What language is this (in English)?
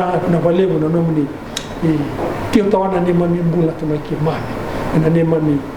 Fijian